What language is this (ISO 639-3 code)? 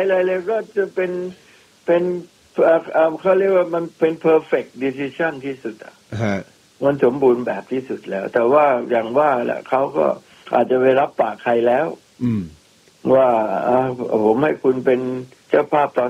tha